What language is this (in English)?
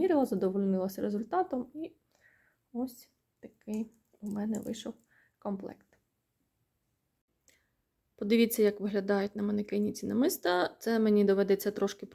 Ukrainian